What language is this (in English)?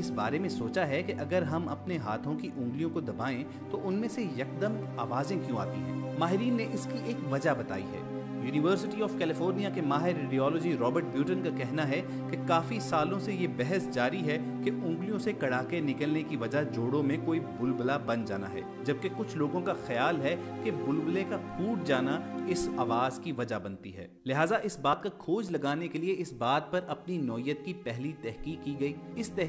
Urdu